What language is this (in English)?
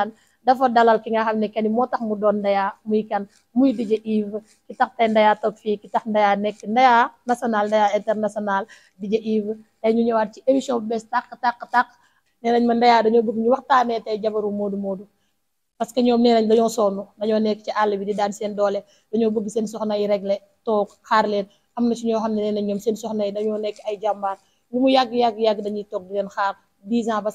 Wolof